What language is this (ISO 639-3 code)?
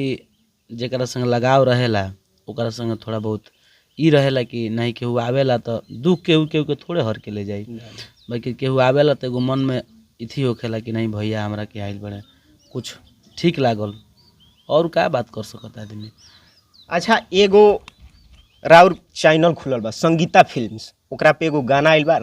bho